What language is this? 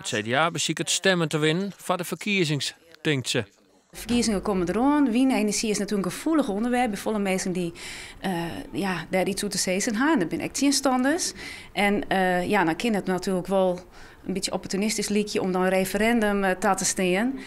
Western Frisian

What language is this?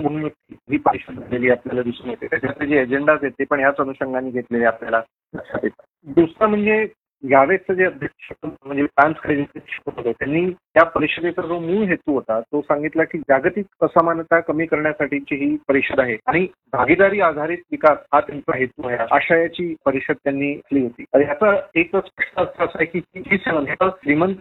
Marathi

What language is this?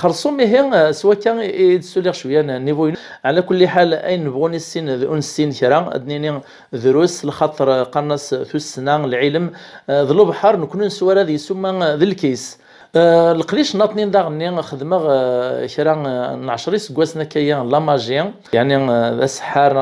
Kabyle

